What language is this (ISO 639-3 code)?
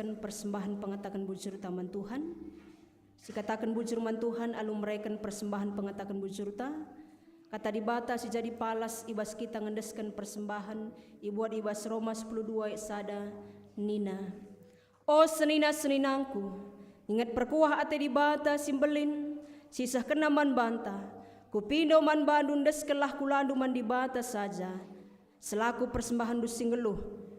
btx